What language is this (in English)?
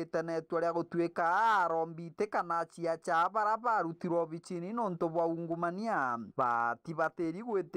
Meru